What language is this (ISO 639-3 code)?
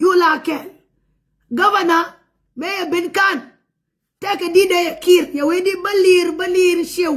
nus